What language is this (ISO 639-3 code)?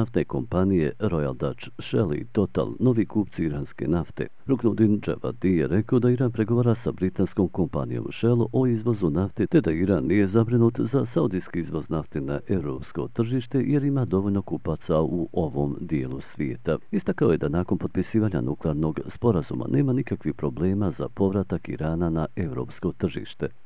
bos